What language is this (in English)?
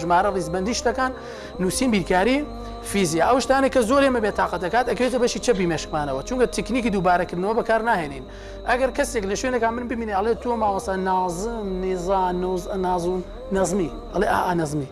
Central Kurdish